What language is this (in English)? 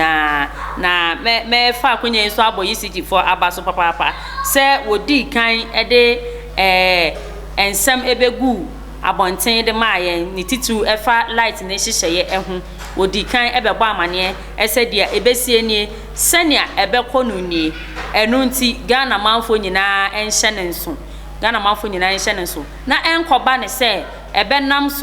Akan